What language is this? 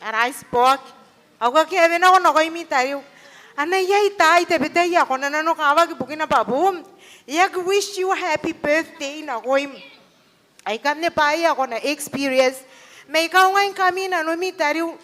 Gilbertese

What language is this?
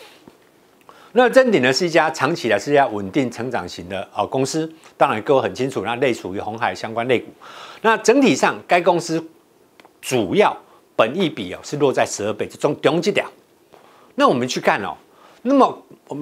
Chinese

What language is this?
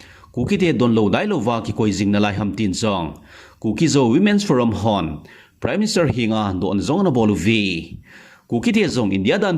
Thado Chin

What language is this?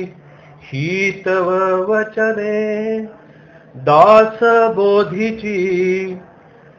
Marathi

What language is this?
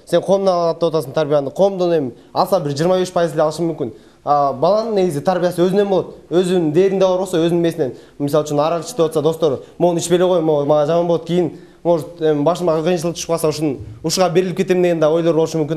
Kyrgyz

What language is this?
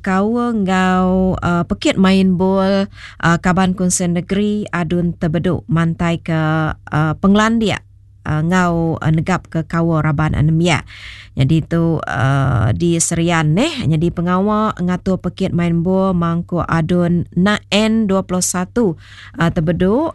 Iban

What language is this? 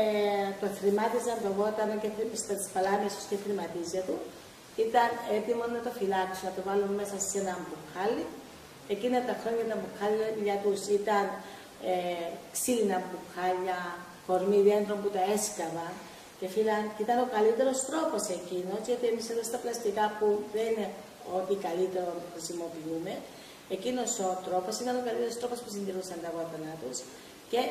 Greek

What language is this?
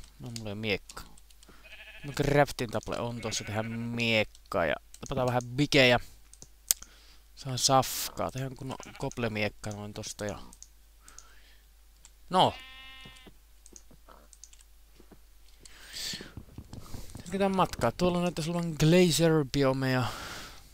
Finnish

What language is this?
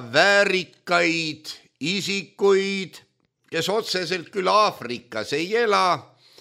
Estonian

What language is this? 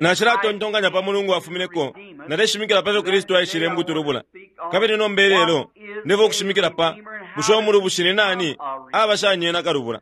Bemba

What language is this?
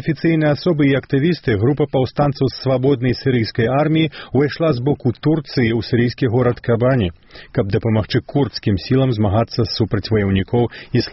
Belarusian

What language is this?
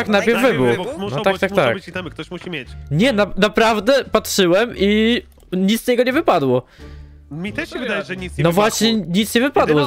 Polish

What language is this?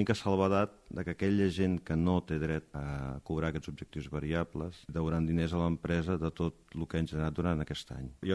Catalan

